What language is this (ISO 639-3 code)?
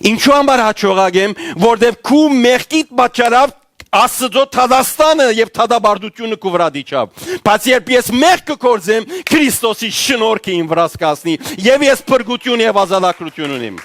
hyw